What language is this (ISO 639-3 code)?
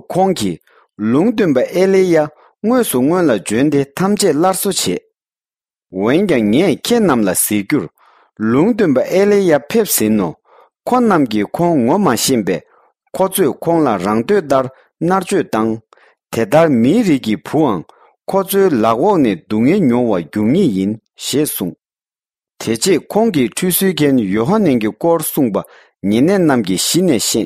bod